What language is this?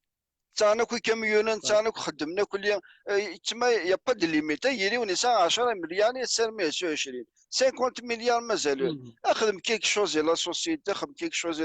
Kabyle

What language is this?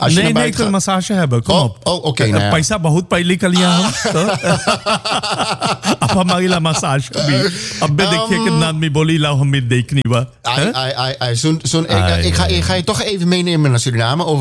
Dutch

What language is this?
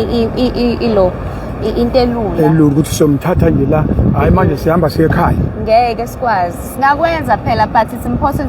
Zulu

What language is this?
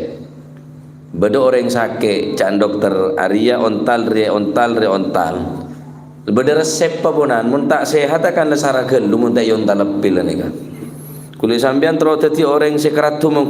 Madurese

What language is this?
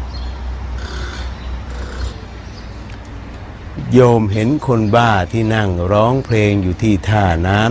Thai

